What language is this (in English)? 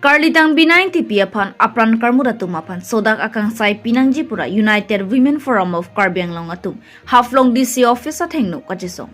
Karbi